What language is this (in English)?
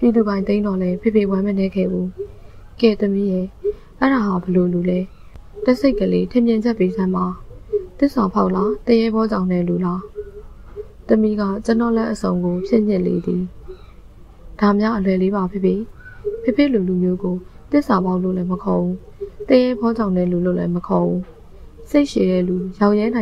Burmese